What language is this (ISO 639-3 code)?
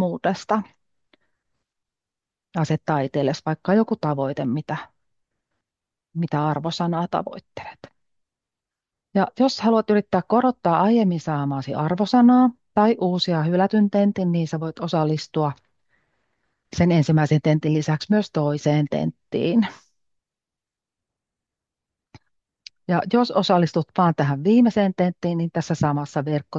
fin